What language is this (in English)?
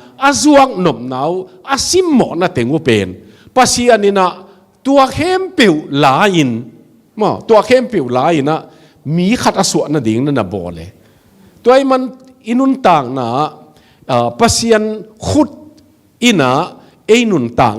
Tedim Chin